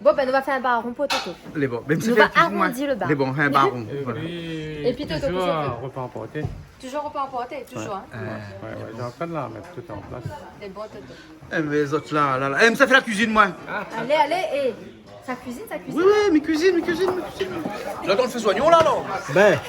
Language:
Réunion Creole French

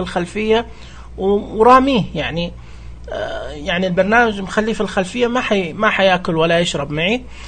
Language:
Najdi Arabic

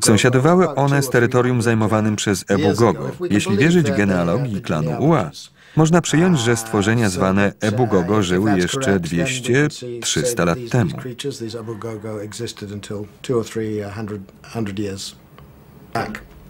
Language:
Polish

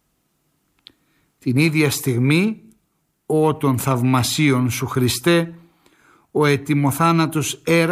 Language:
Greek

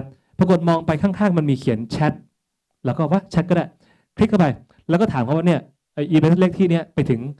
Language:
Thai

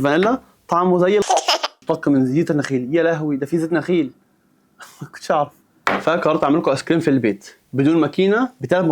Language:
Egyptian Arabic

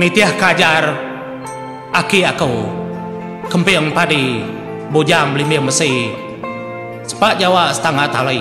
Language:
Iban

